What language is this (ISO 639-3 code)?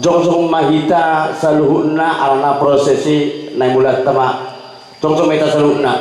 bbc